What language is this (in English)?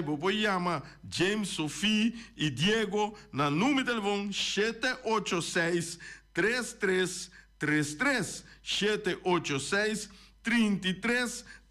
Papiamento